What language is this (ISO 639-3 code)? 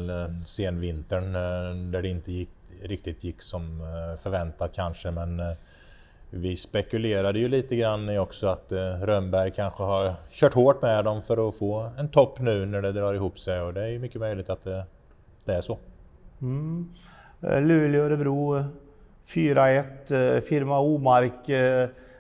swe